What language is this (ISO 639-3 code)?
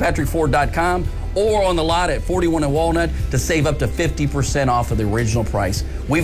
eng